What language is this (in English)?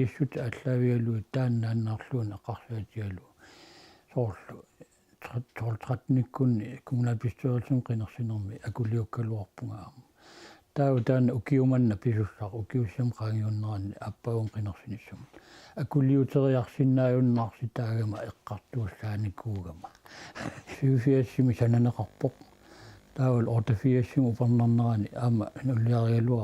Kalaallisut